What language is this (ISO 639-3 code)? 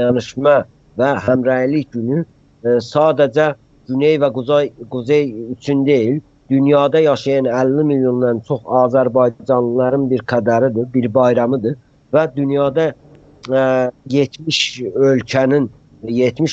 azb